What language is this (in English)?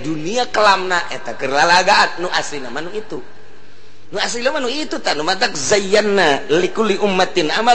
Sundanese